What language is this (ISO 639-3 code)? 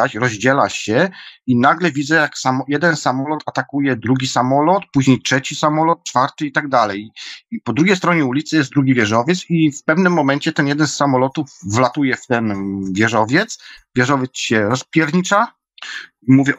pol